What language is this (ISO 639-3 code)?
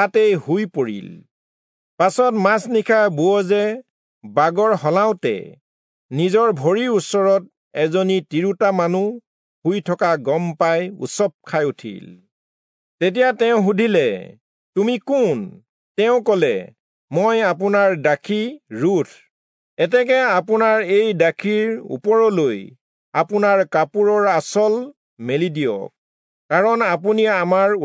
asm